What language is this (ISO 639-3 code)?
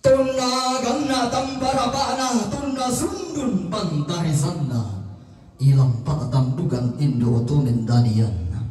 sda